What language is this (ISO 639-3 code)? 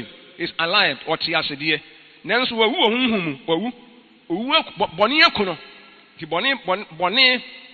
aka